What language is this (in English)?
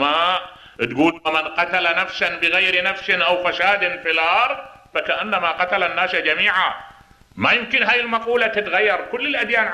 Mesopotamian Arabic